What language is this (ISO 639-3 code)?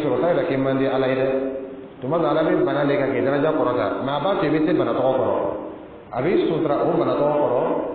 dyu